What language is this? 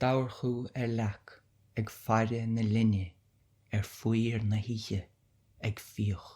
Irish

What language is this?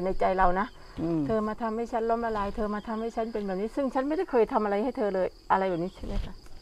Thai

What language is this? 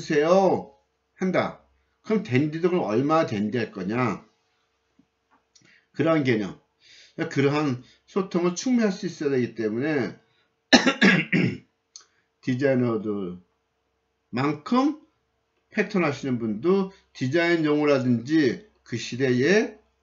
Korean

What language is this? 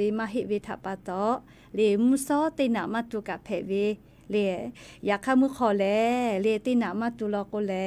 Lahu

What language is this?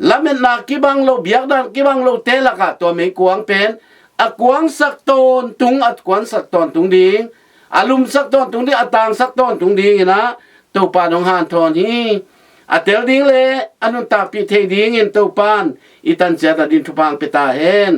Tedim Chin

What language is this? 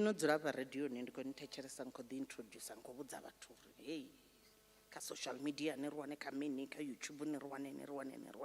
Venda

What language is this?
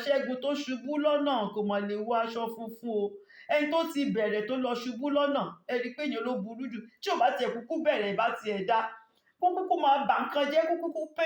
Yoruba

